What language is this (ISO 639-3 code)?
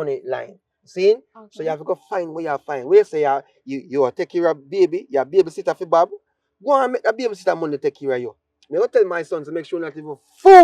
jam